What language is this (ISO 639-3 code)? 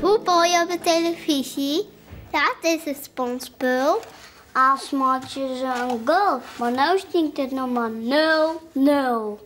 fry